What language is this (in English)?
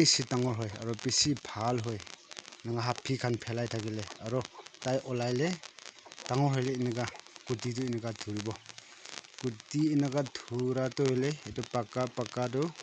Naga Pidgin